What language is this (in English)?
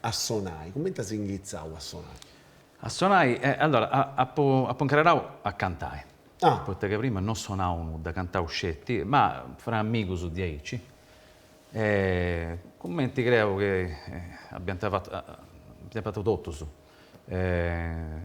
Sardinian